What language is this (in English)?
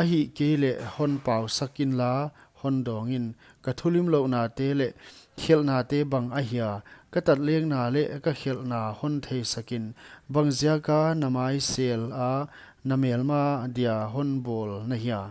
Paite Chin